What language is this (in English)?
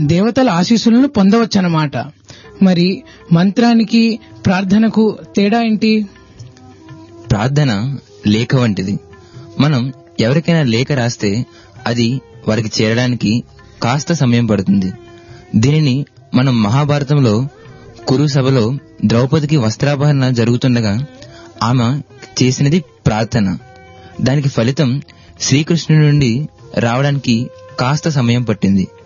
Telugu